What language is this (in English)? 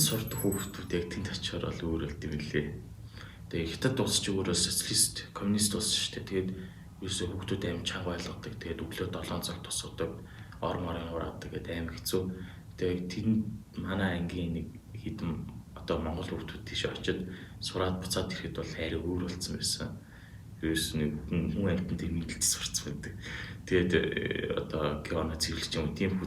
Mongolian